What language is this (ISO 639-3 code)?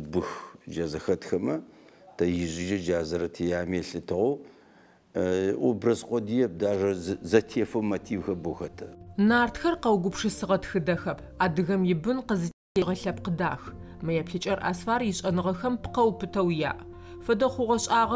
ady